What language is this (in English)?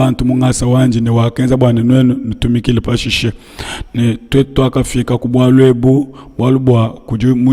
Luba-Lulua